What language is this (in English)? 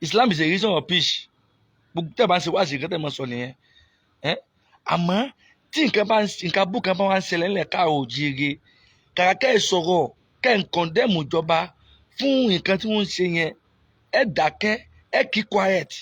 Yoruba